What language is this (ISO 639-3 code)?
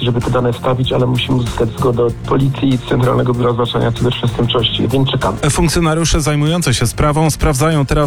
pol